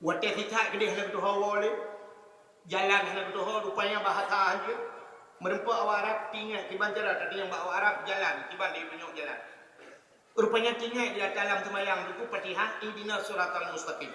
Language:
Achinese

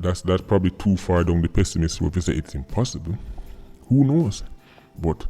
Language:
Jamaican Creole English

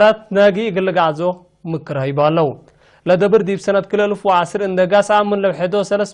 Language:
Tigre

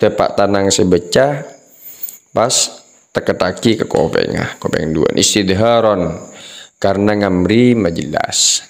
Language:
Madurese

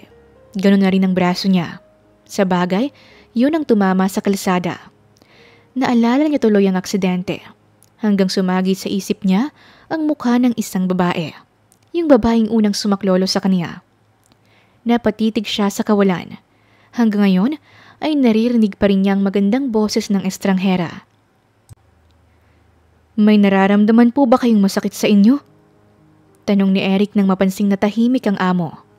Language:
Filipino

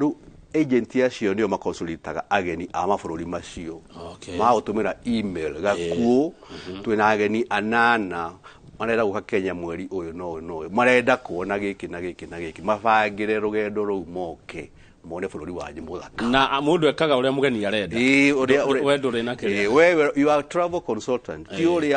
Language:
Kikuyu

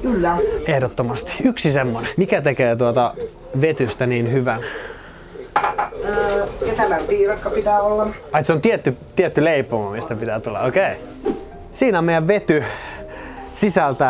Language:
Finnish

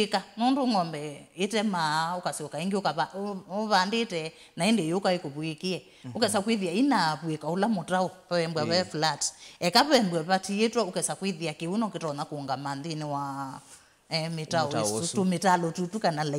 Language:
Kamba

